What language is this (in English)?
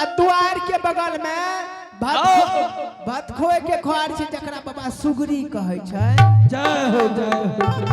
Angika